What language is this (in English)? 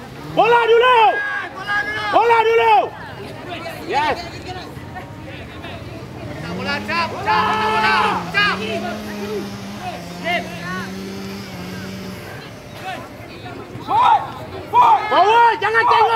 Malay